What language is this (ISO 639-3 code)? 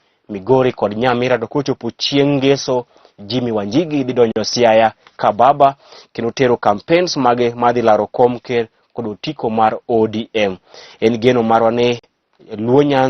luo